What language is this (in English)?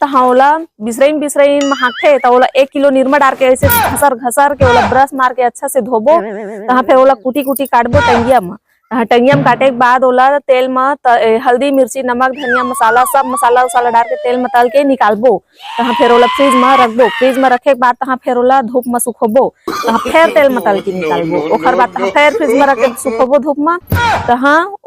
Chhattisgarhi